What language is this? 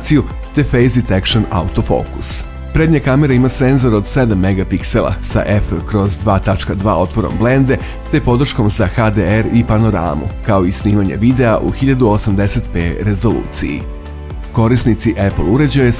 Croatian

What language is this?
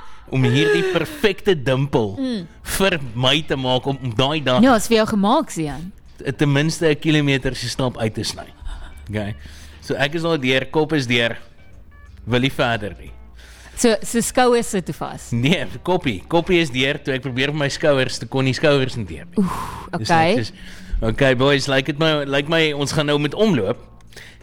Afrikaans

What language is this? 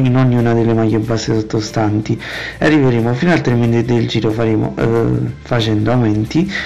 Italian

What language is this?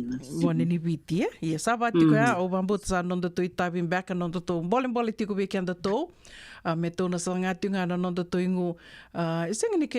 Fijian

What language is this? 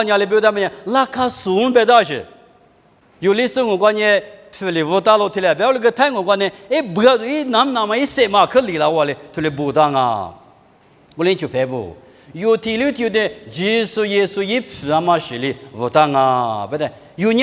Lisu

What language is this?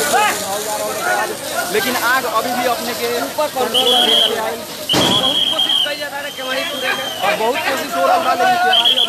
Bhojpuri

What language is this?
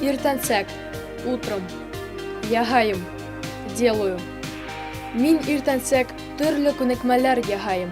Bashkir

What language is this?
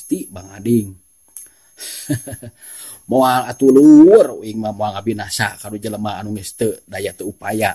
Sundanese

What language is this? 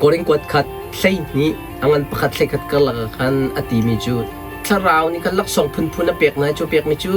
Hakha Chin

